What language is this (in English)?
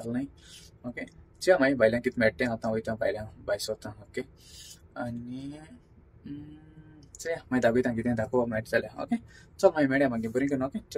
Konkani